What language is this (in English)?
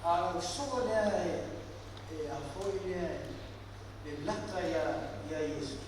Samoan